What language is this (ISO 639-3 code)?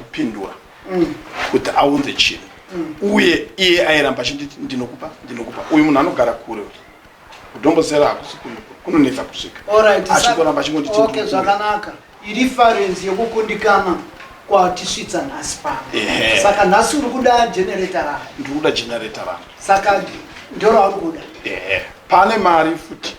sna